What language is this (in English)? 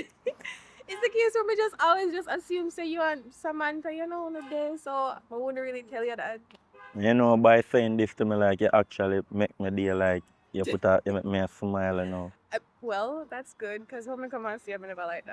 Jamaican Creole English